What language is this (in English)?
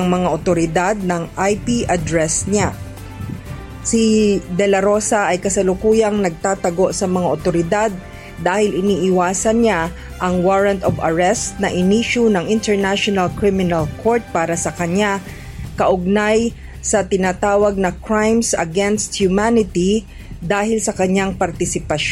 Filipino